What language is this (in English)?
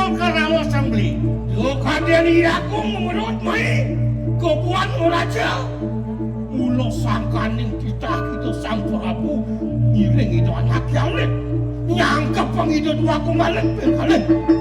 Balinese